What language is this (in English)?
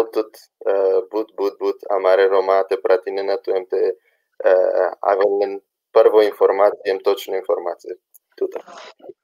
Balkan Romani